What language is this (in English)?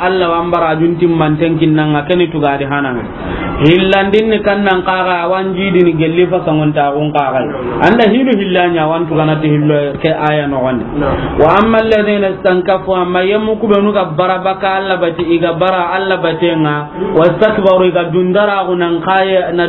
Soninke